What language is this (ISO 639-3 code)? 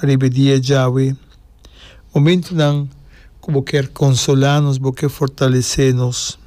pap